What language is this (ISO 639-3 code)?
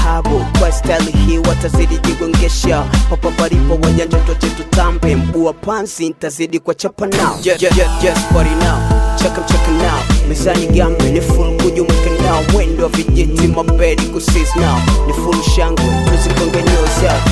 swa